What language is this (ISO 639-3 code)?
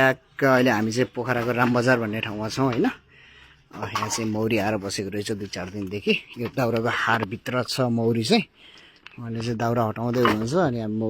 nep